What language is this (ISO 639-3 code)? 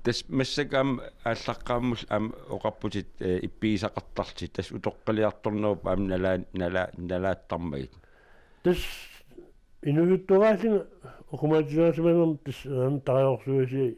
kal